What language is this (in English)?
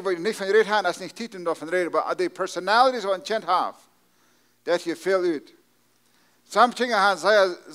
Plautdietsch